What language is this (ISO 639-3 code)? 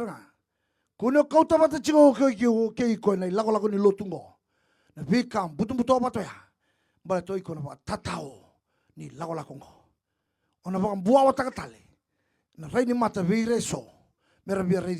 fij